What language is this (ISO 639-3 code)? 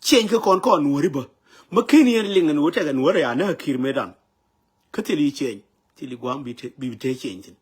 nus